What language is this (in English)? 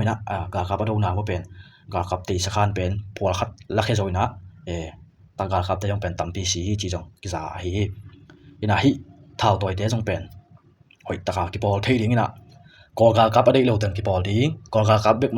Tedim Chin